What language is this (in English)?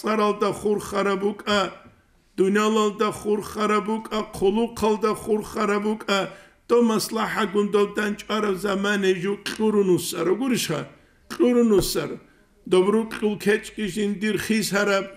Avaric